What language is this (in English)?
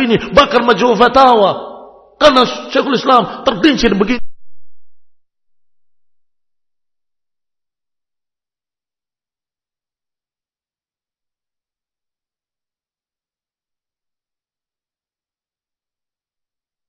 Indonesian